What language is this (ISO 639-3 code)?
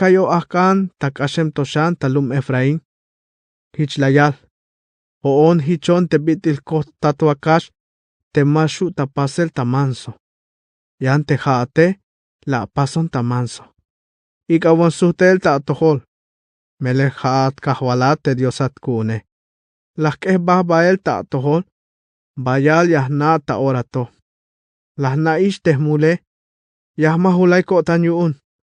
tzh